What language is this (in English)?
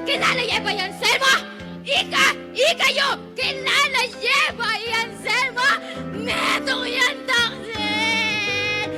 Pampanga